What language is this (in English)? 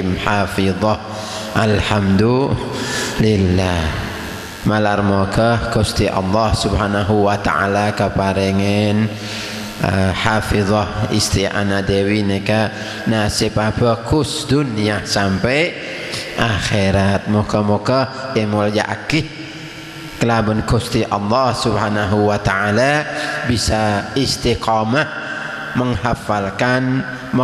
Madurese